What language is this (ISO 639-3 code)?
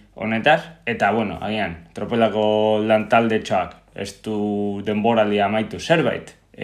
eus